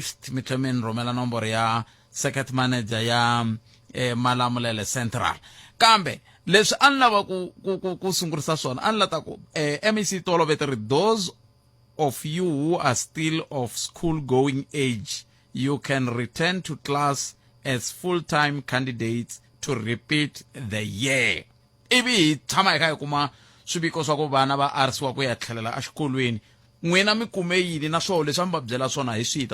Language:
Tsonga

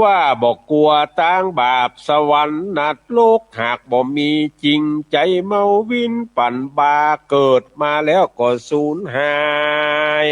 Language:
Northern Thai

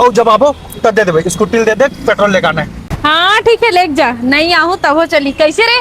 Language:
Chhattisgarhi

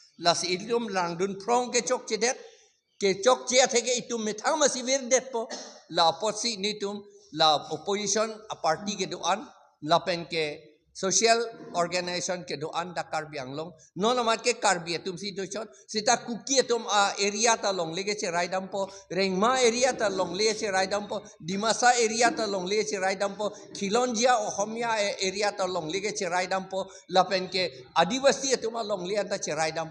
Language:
Karbi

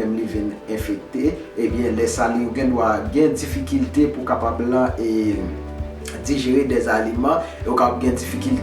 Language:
Haitian Creole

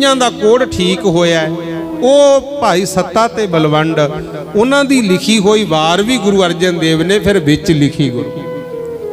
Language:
Punjabi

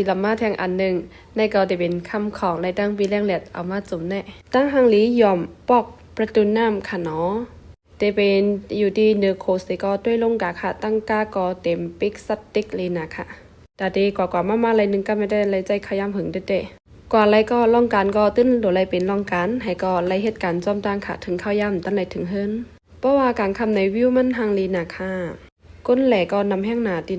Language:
Shan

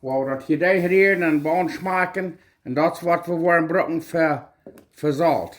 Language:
Plautdietsch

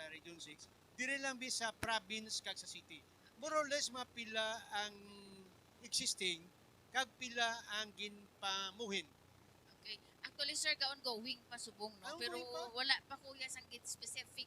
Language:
Hiligaynon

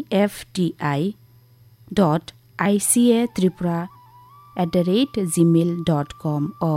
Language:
Kok Borok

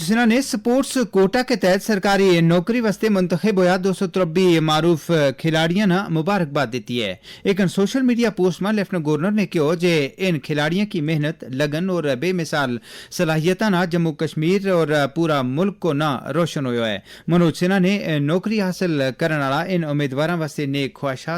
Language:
Gujari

